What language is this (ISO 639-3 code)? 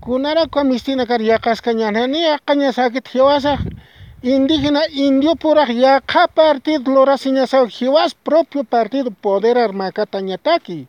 aym